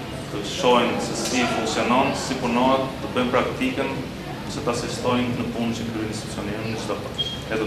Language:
Albanian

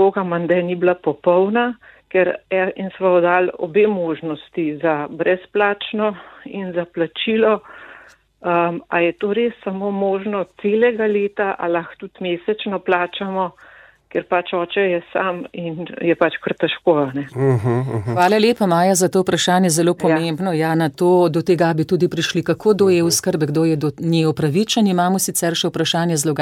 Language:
Slovenian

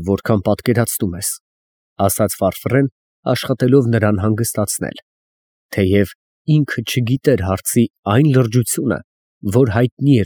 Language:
Armenian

